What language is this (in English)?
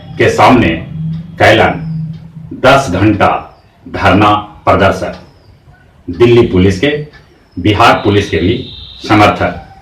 Magahi